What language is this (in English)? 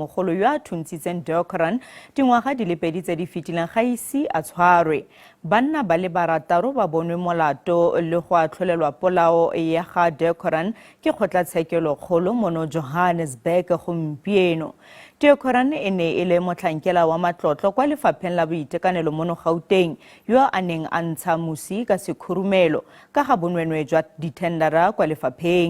Tswana